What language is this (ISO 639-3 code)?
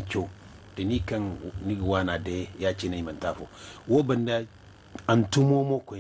dje